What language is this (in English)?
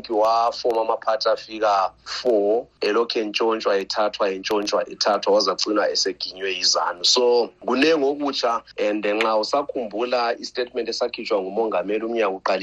North Ndebele